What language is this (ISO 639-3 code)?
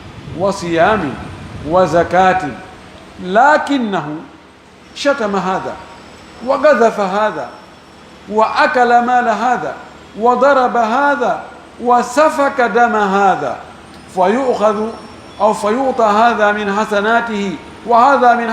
ful